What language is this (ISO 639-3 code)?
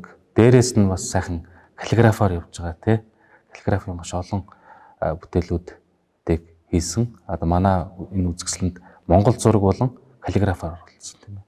mon